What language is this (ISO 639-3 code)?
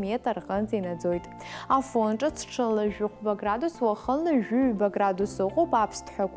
abk